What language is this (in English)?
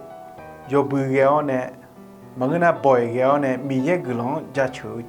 Akha